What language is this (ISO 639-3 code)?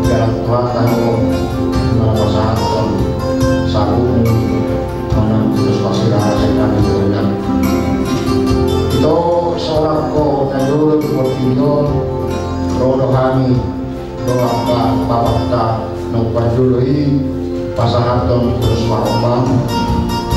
ind